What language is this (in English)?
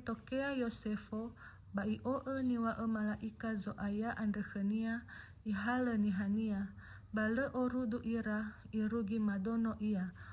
Nias